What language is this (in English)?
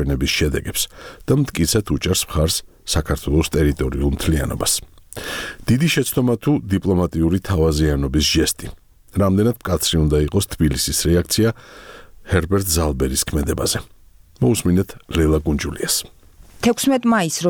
Georgian